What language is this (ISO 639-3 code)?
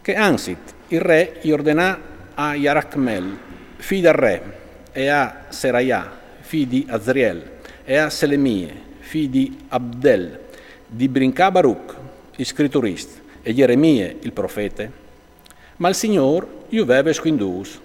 fur